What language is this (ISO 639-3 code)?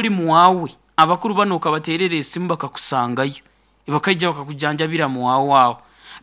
nyo